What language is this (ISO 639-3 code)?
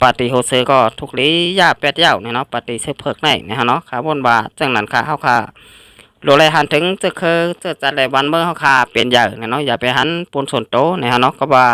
shn